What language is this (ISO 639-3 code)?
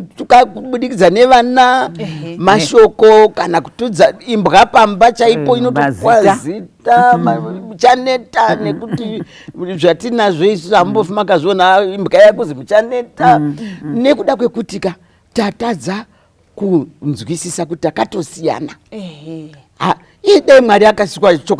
sna